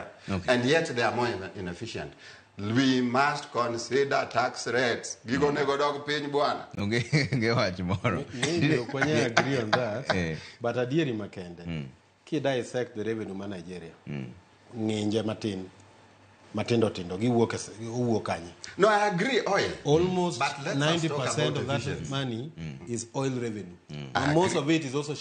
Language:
Luo (Kenya and Tanzania)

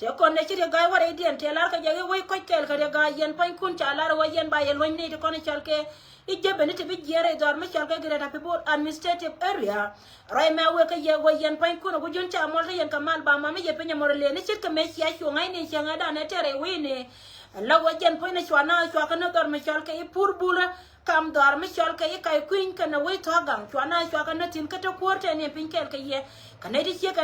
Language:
Nuer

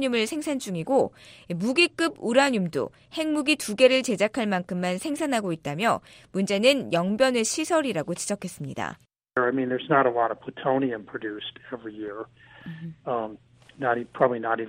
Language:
Korean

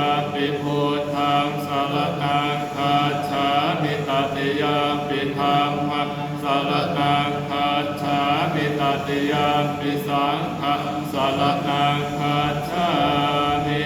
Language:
Pali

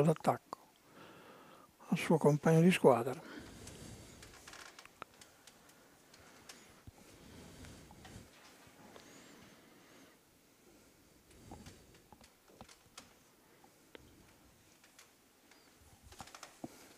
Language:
Italian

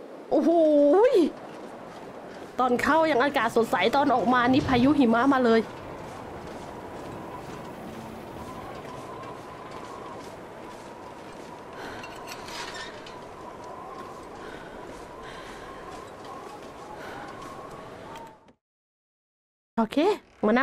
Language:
Thai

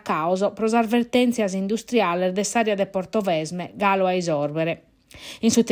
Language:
Sardinian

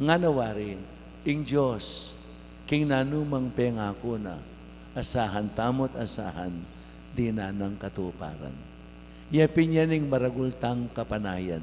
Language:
Pampanga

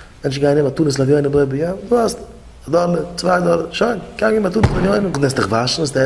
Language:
Yiddish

